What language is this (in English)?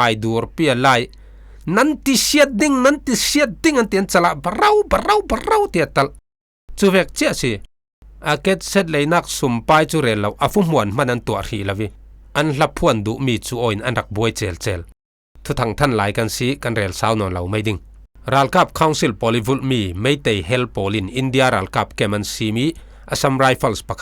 Falam Chin